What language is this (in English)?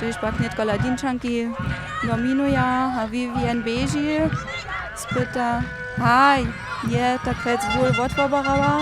Upper Sorbian